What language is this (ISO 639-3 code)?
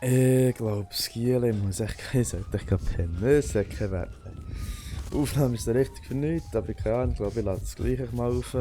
gsw